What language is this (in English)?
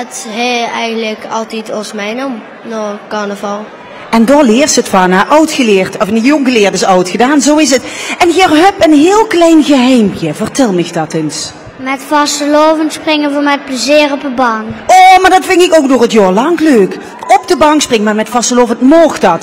Limburgish